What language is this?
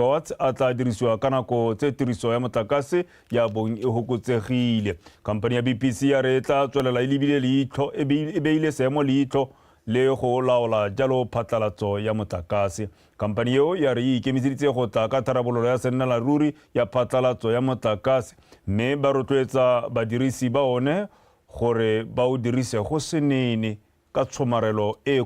Tswana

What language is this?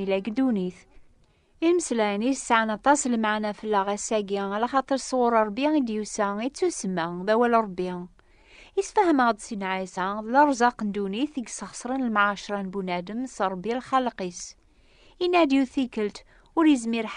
Kabyle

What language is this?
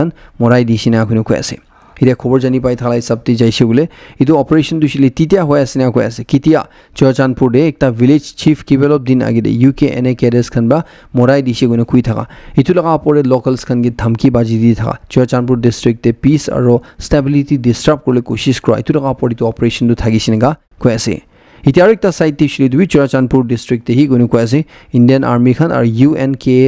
Naga Pidgin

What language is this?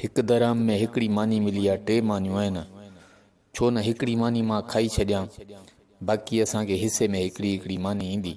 Sindhi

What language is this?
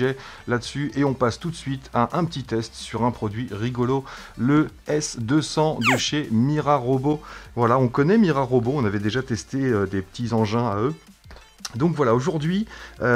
French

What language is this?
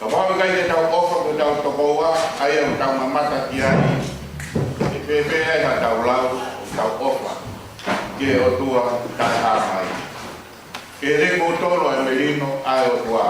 Tongan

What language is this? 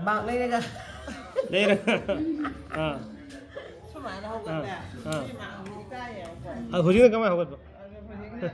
Manipuri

